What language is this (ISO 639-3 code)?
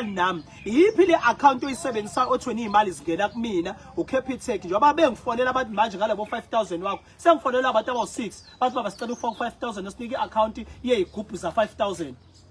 zul